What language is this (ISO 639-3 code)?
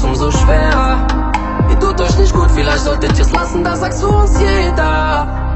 deu